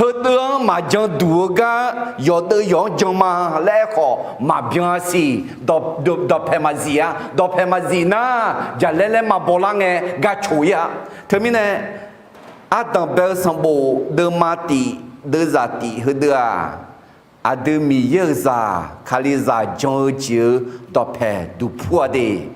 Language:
Akha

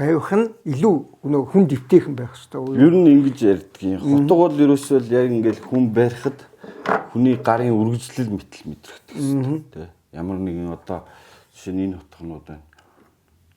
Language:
Mongolian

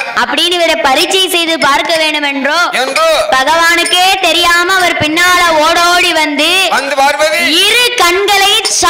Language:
Tamil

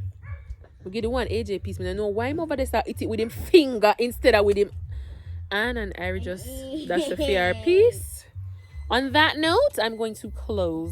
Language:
Jamaican Creole English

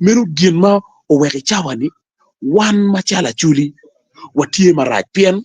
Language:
Acoli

